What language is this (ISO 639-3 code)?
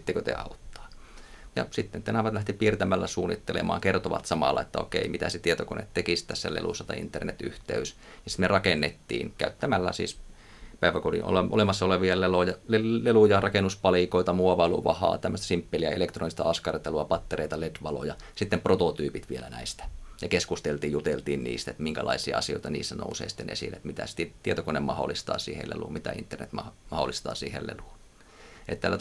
fin